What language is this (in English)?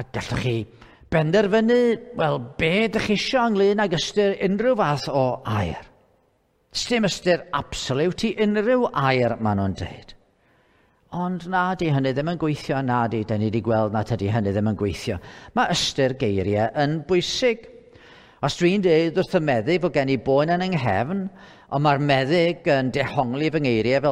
Welsh